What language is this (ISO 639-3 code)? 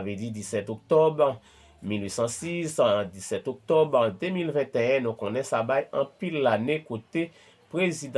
hat